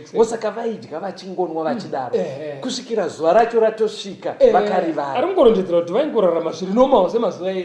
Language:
Shona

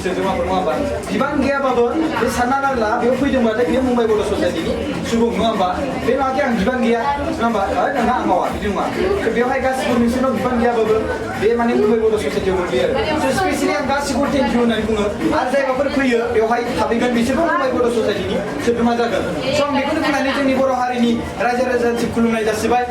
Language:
Bodo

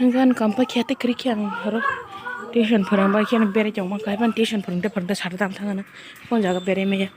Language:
Kok Borok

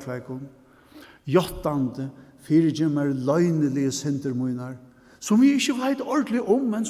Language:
Faroese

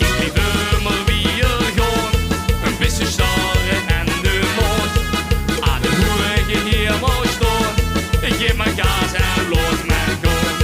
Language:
Limburgish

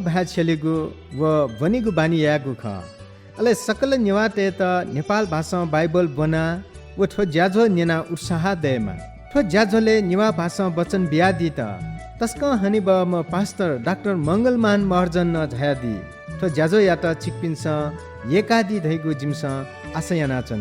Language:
Newari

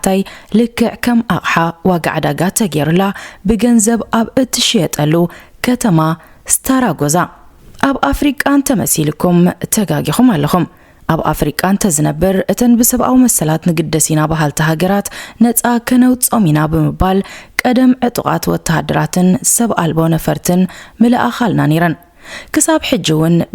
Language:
Tigrinya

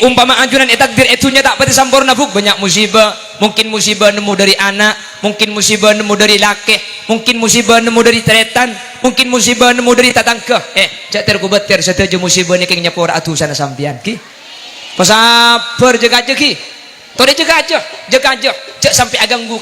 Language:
Madurese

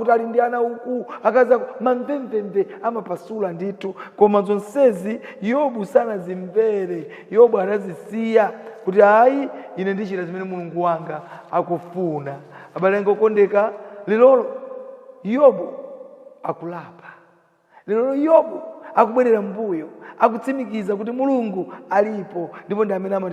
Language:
Nyanja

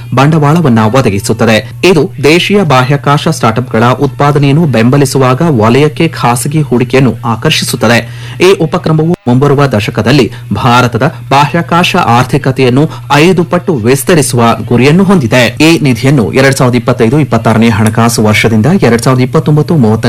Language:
Kannada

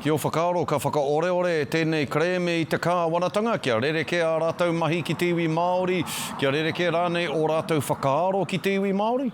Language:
Māori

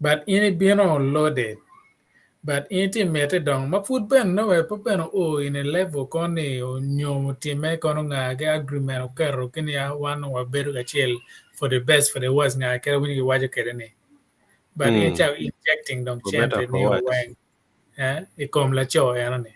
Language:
Acoli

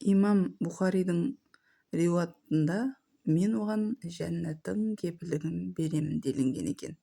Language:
Kazakh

